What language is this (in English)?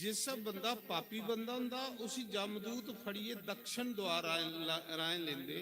Dogri